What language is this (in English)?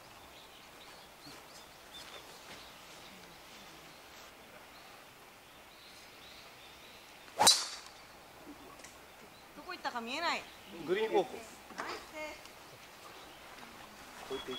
Japanese